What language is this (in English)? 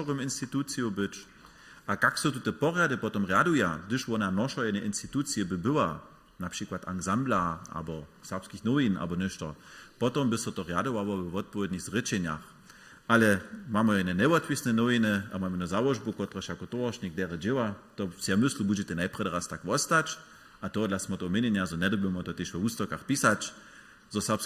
Upper Sorbian